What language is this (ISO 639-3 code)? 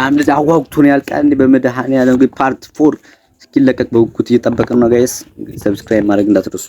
amh